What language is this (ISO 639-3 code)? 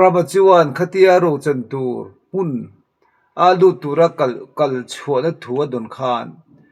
lus